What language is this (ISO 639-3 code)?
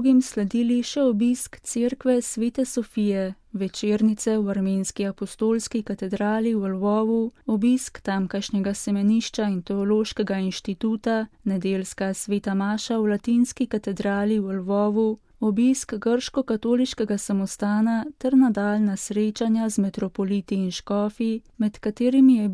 slv